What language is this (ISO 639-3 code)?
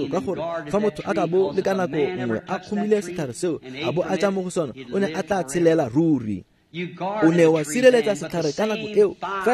tsn